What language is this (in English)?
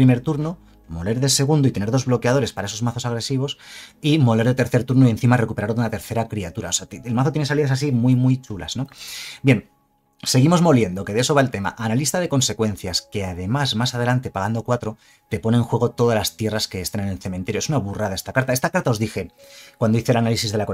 Spanish